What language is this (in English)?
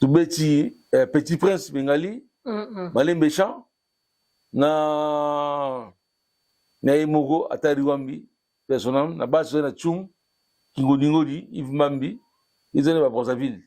Lingala